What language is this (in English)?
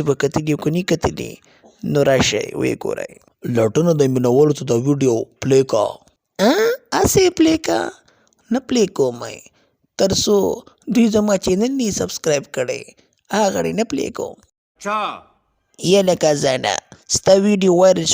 Pashto